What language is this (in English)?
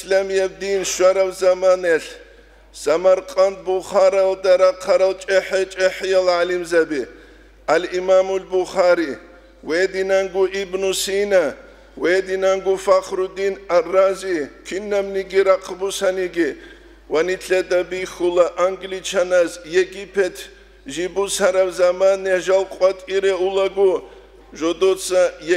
Avaric